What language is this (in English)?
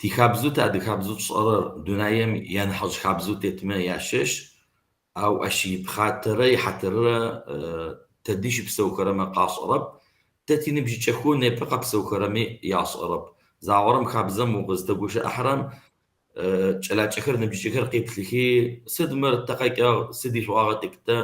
Kabardian